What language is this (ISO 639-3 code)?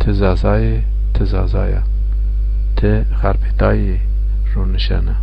zza